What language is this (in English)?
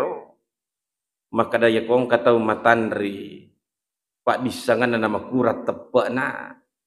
Buginese